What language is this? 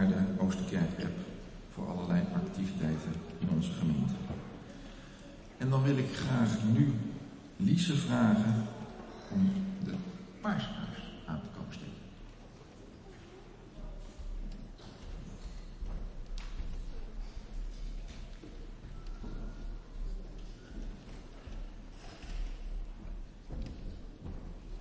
Dutch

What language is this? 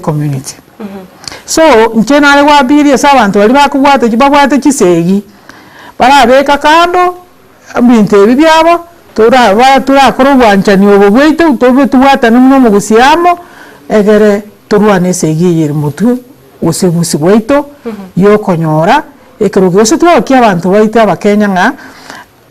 Gusii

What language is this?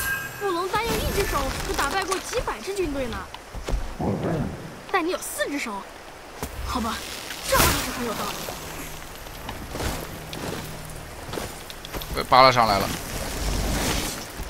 Chinese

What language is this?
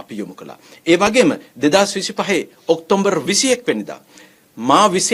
Sinhala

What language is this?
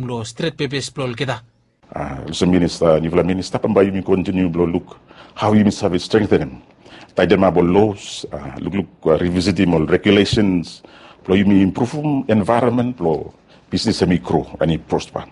Bislama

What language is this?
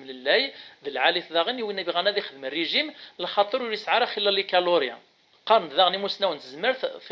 Kabyle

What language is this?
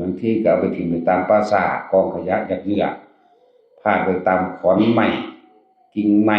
Northeastern Thai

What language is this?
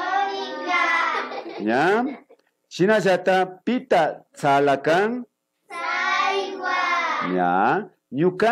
Imbabura Highland Quichua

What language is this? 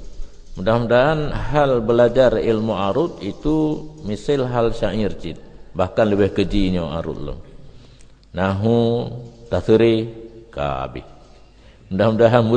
Achinese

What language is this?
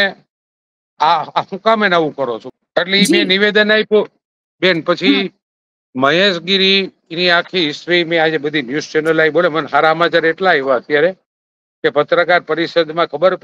Gujarati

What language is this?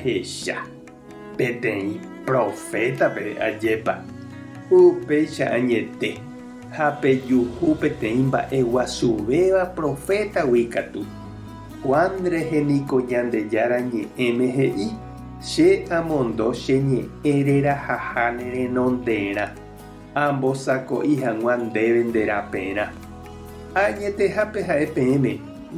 Guarani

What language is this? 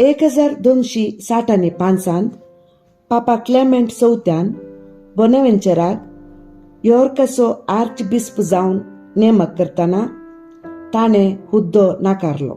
Konkani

